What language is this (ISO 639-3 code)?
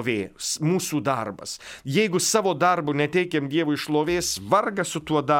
lit